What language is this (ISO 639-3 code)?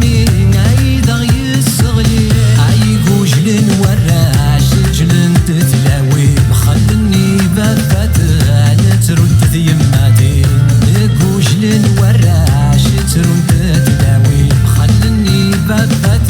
kab